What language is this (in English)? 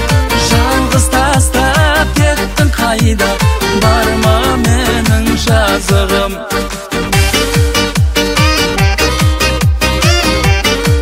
Kazakh